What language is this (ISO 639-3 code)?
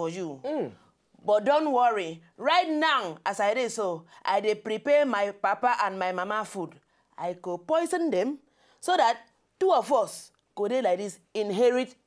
pcm